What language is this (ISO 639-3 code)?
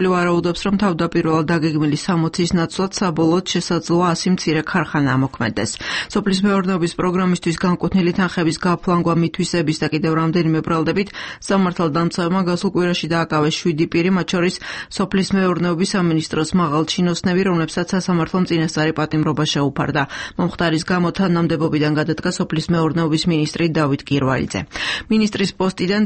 kat